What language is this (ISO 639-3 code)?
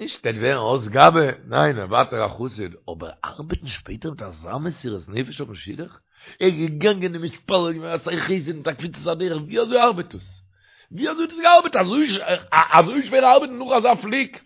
yid